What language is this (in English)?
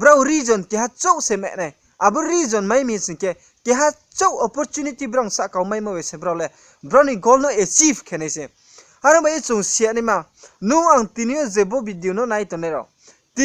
Riang (India)